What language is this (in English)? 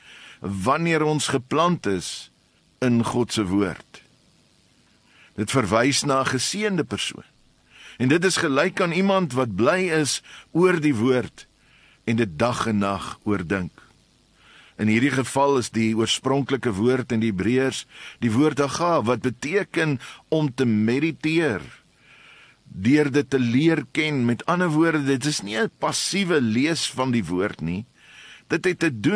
Afrikaans